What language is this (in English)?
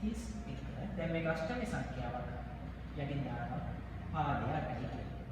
Sinhala